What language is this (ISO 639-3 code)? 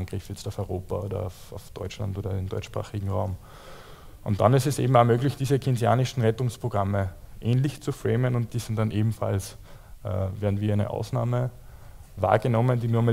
deu